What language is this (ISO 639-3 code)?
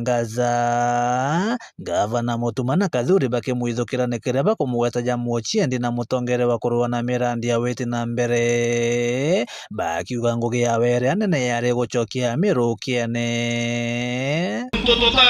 mer